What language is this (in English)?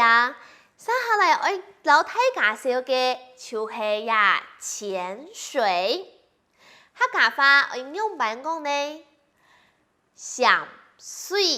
Hakka Chinese